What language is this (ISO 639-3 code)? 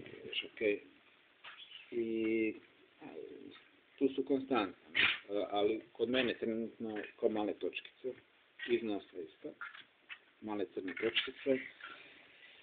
hrv